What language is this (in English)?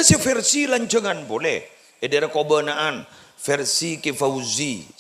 Madurese